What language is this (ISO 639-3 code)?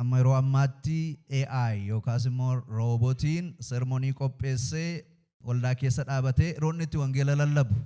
orm